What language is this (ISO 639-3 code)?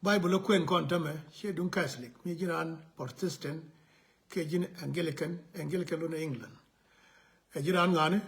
nus